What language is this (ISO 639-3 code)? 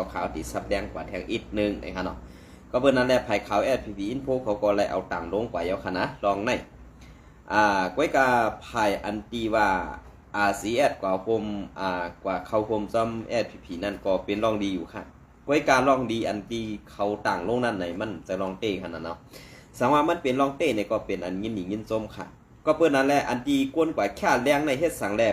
shn